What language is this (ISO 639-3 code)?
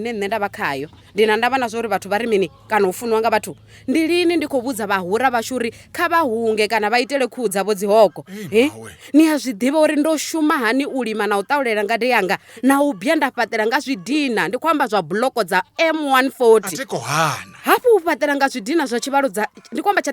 ven